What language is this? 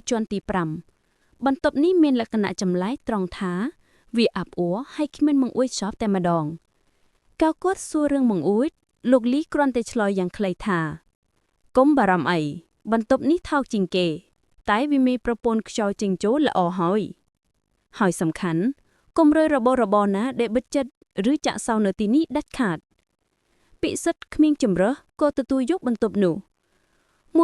Khmer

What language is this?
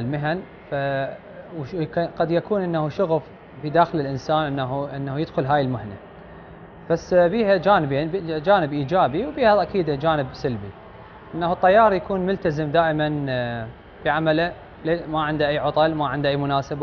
Mesopotamian Arabic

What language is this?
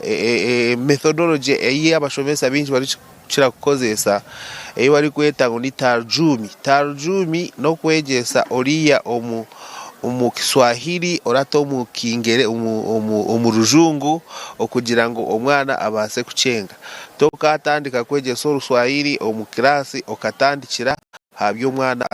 Nyankole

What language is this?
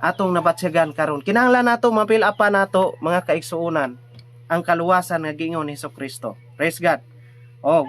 Cebuano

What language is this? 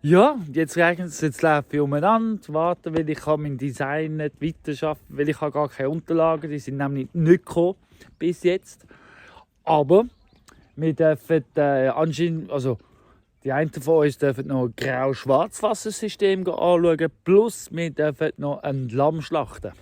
Swiss German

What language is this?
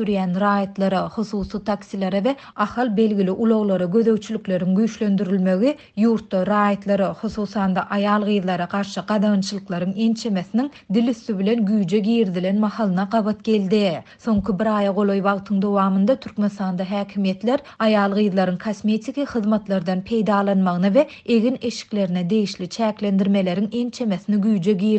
Turkmen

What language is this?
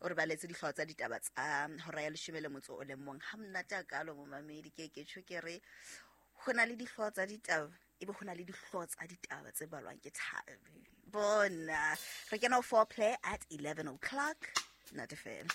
Southern Sotho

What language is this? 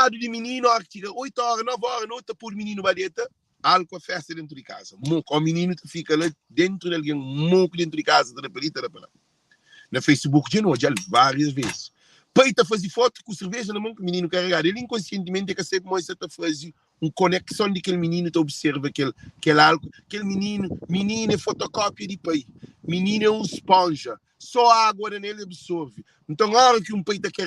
Kabuverdianu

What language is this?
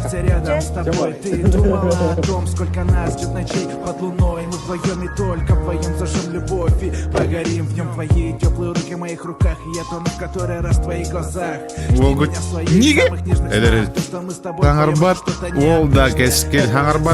Yakut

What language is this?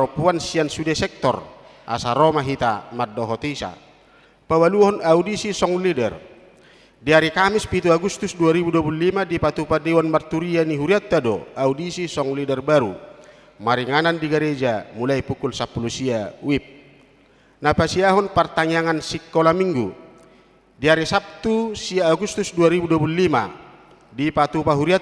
Batak Toba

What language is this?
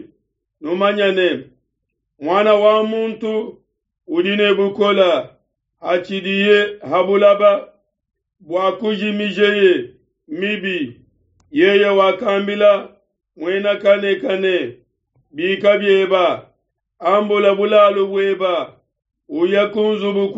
Luba-Lulua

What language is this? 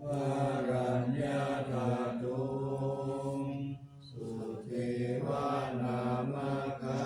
Pali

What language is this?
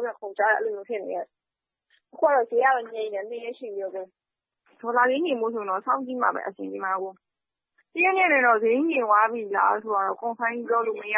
Burmese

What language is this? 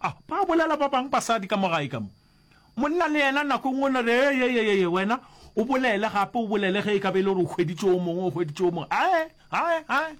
Northern Sotho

